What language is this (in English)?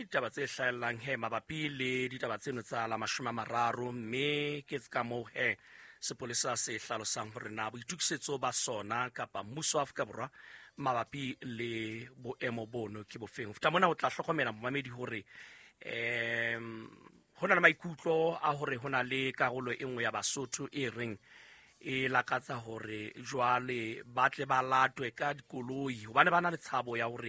Southern Sotho